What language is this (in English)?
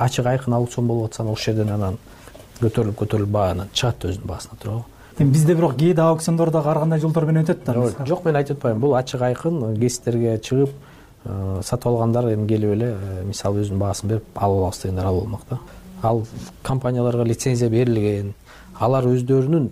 Kyrgyz